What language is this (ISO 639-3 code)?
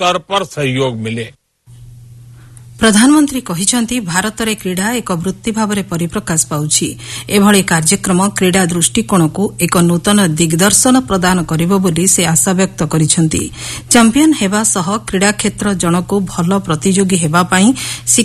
ori